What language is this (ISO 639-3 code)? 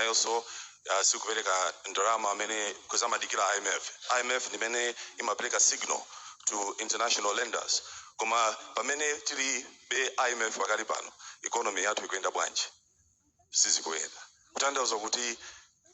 nya